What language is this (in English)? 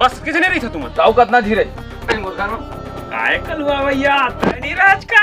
Chhattisgarhi